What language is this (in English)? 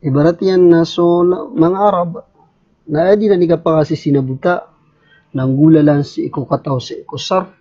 Maranao